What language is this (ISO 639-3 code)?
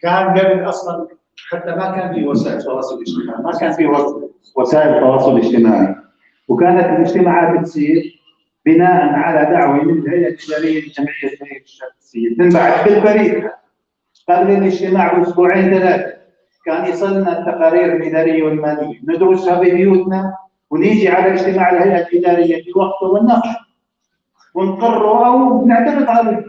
apc